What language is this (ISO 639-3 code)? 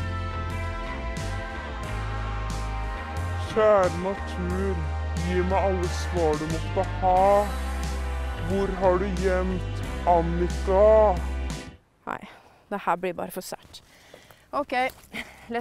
nor